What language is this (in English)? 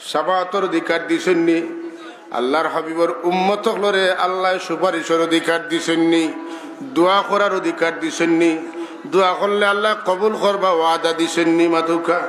Sylheti